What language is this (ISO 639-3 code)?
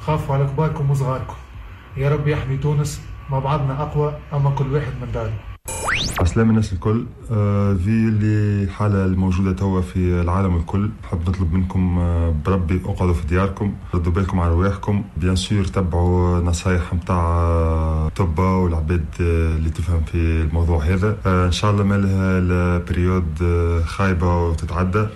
aeb